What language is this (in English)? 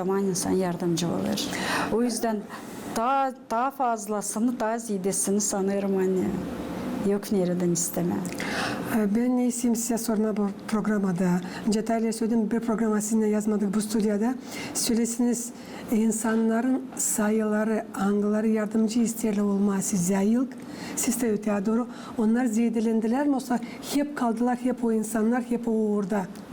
Gagauz